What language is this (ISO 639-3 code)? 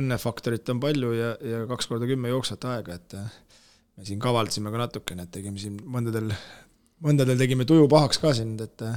est